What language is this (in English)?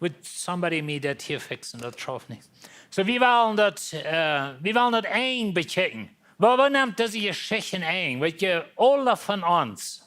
Plautdietsch